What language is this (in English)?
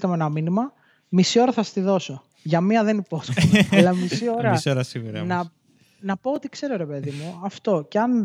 Greek